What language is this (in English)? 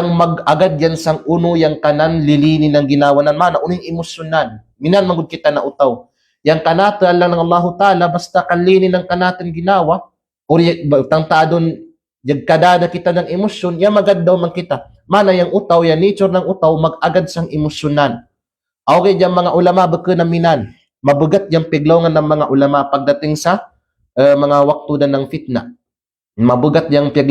Kalagan